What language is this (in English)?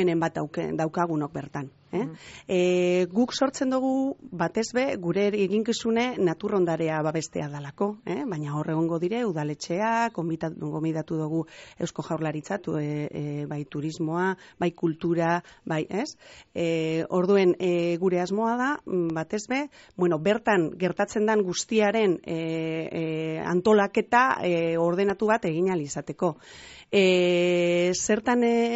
Basque